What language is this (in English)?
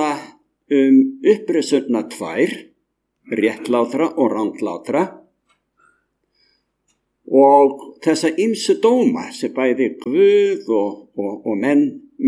Icelandic